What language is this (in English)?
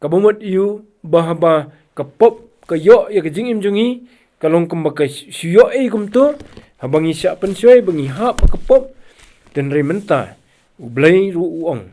Khasi